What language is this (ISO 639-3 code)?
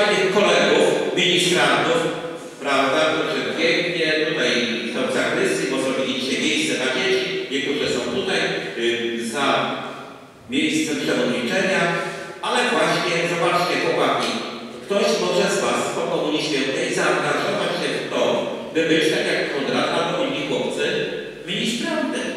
pol